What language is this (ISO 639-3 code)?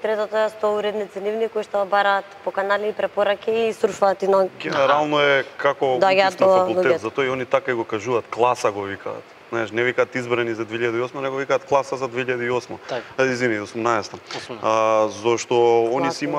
mkd